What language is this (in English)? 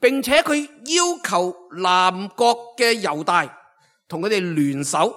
Cantonese